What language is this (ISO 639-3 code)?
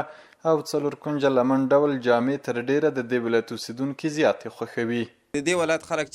pus